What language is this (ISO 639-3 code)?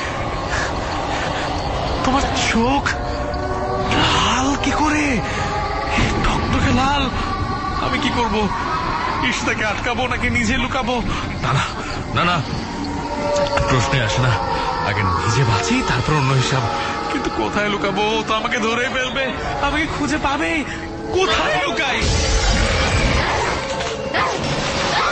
ben